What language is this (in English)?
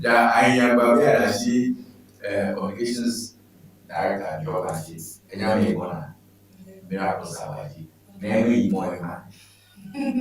Ewe